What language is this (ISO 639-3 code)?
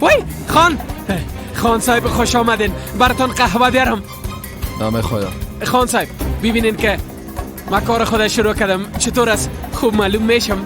fas